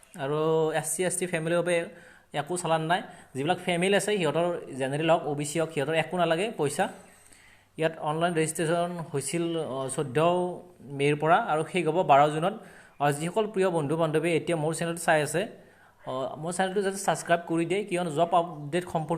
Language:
Assamese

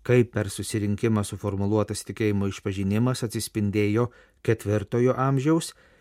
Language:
Lithuanian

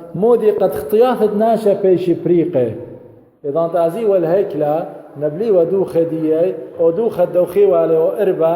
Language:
Assyrian Neo-Aramaic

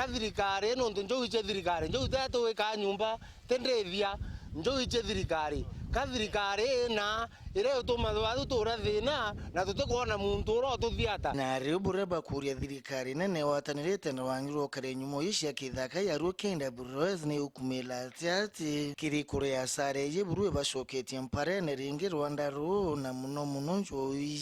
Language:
Meru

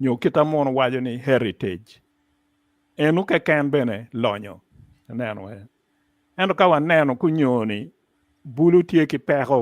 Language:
Acoli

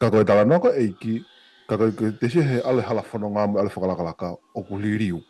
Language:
Tongan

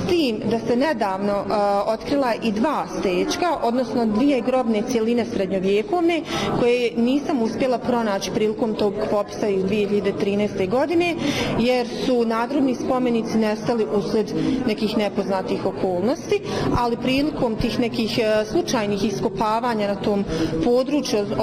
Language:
Bosnian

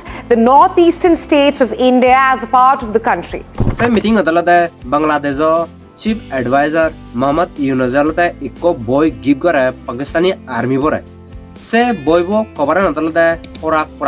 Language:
Chakma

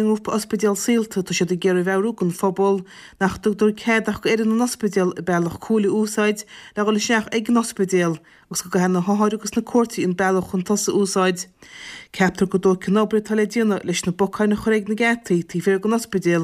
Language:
Irish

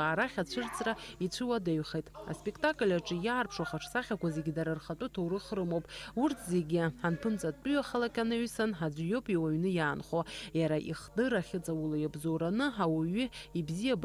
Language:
Abkhazian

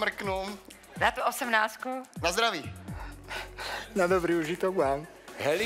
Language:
Slovak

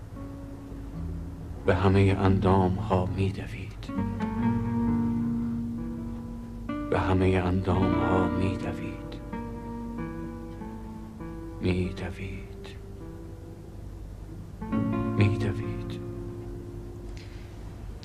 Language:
Persian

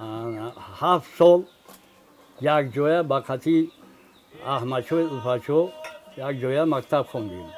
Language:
Tajik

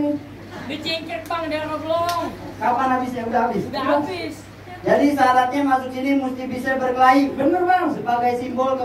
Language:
Betawi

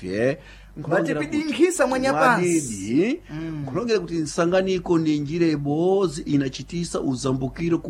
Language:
Sena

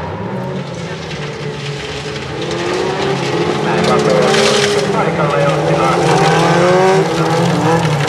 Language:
Finnish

